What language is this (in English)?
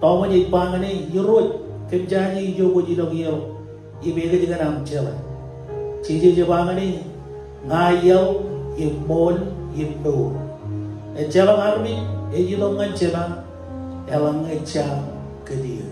Marshallese